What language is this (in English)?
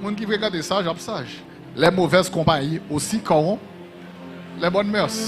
Haitian Creole